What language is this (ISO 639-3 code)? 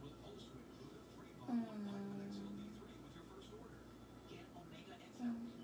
eng